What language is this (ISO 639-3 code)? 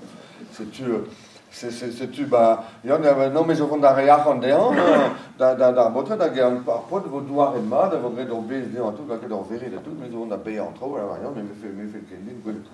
bre